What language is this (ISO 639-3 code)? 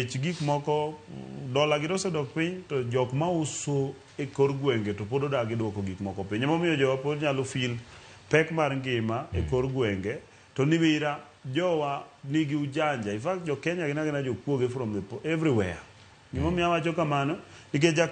luo